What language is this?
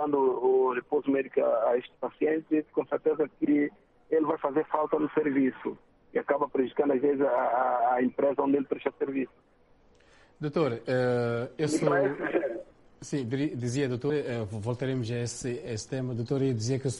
Portuguese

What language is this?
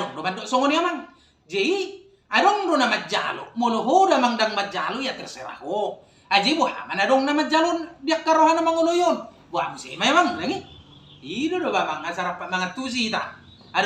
Batak Toba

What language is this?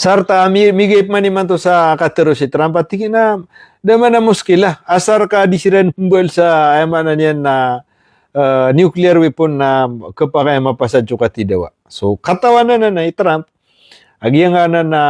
Maranao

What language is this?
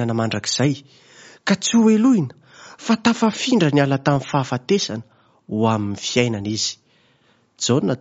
Malagasy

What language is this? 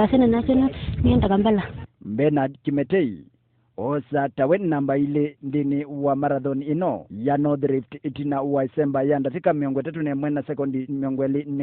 Kamba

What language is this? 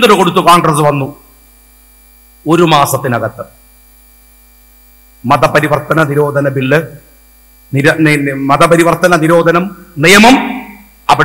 Malayalam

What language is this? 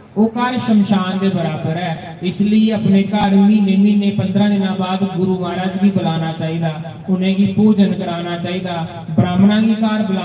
Dogri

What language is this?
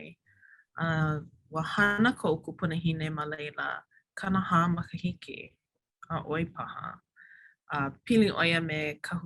Hawaiian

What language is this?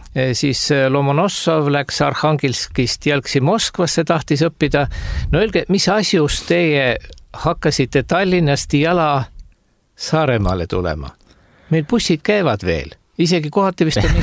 Estonian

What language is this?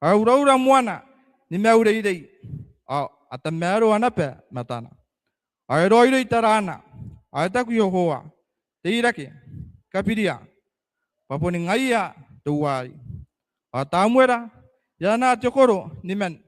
Gilbertese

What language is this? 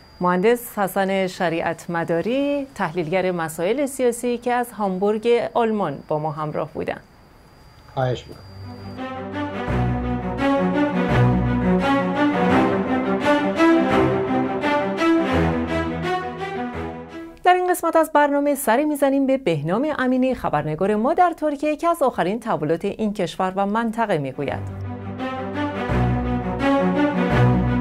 Persian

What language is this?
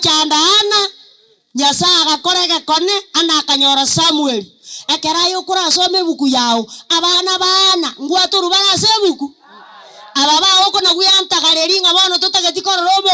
Gusii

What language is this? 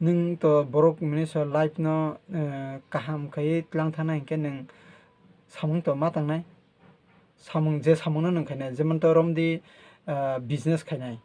Kok Borok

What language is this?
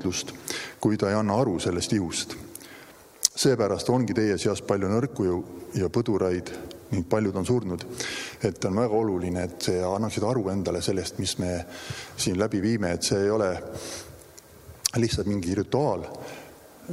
Estonian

